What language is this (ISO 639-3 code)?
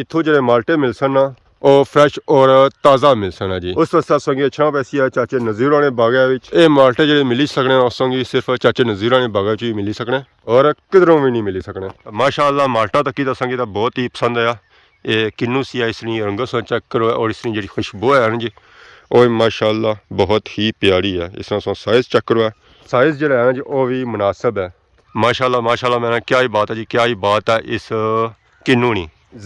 phr